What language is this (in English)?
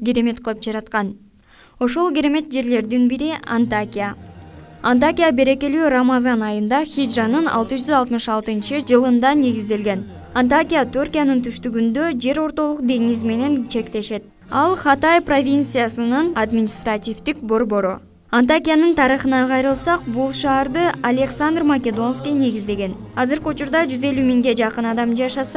Kyrgyz